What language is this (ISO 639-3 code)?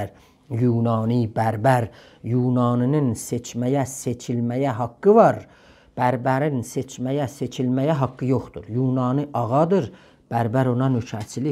azb